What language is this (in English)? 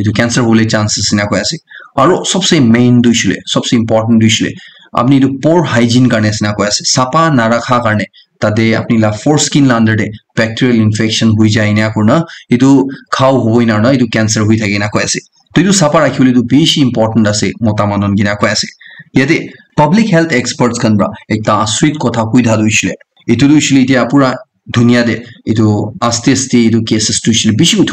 Naga Pidgin